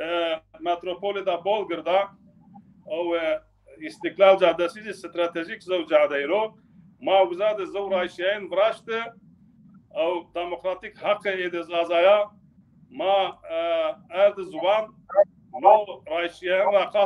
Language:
Zaza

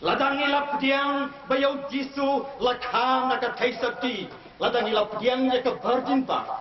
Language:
Khasi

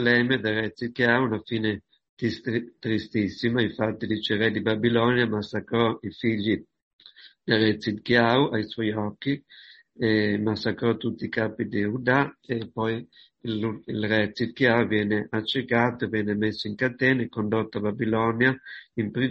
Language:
Italian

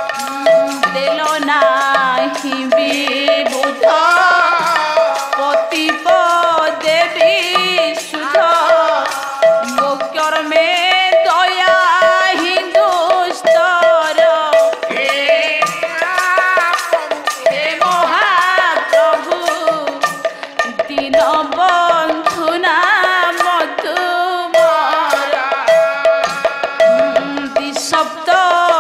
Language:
Odia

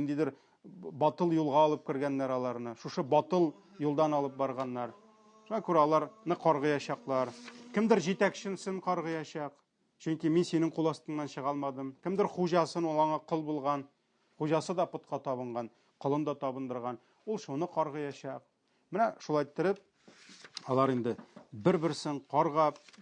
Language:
Tatar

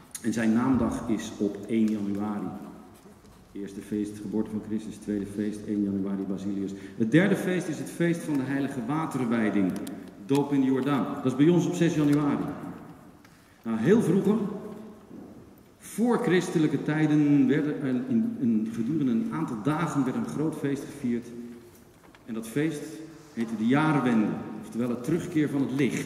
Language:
Dutch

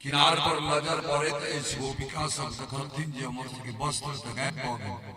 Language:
Maithili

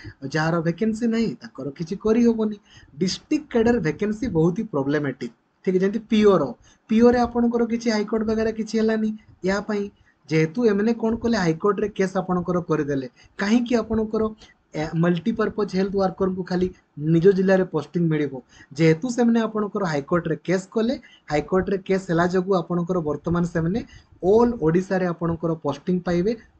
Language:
Odia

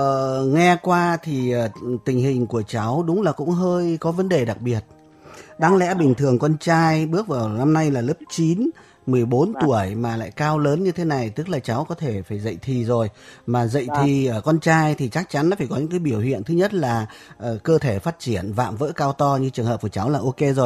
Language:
Vietnamese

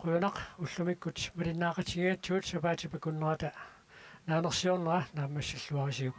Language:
Kalaallisut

